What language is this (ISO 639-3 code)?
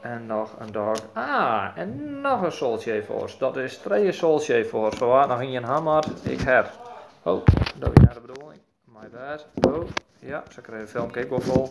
fry